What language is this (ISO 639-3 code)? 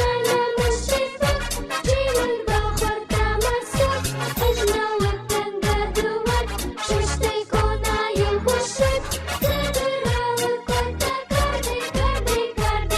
oss